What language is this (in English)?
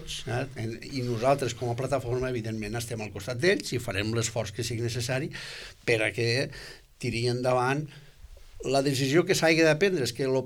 Catalan